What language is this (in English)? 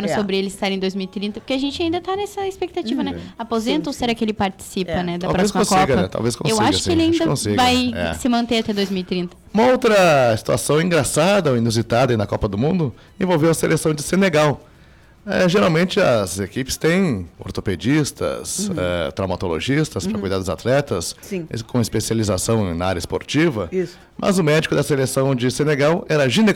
Portuguese